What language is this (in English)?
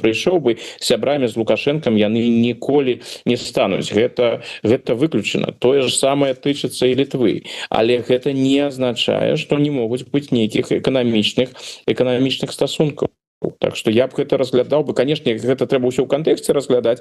Belarusian